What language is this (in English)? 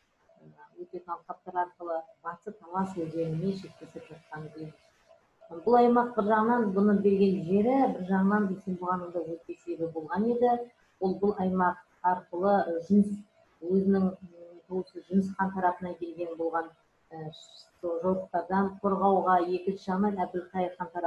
Kazakh